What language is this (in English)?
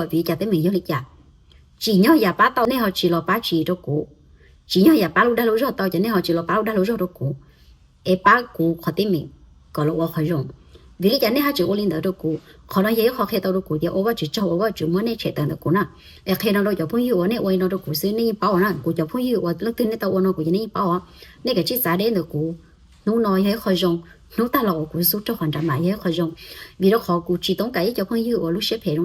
Hmong